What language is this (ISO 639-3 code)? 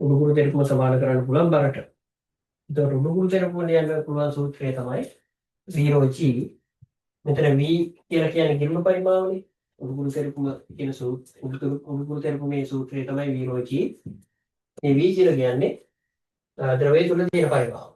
sin